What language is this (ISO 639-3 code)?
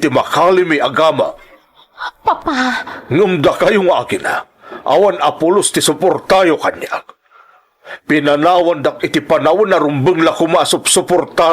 ilo